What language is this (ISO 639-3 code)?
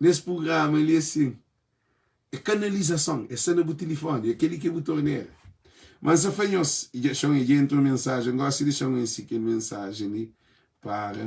kea